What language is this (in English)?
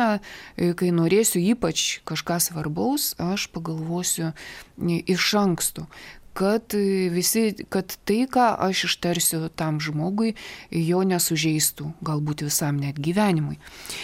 Lithuanian